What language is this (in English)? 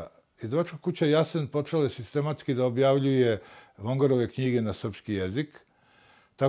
Serbian